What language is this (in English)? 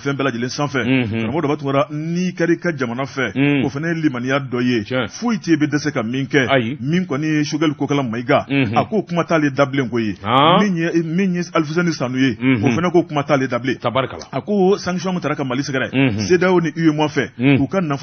Bambara